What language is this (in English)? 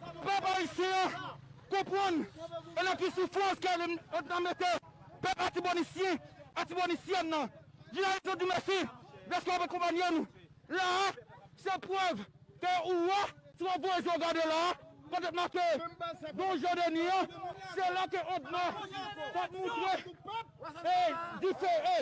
Haitian Creole